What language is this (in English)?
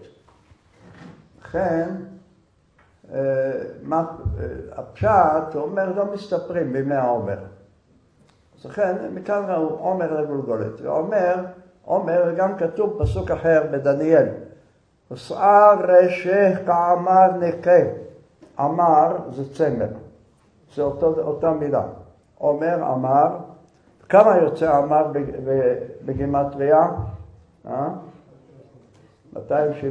Hebrew